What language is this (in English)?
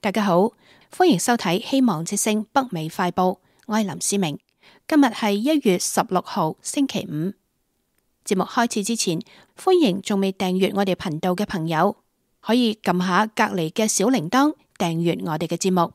Cantonese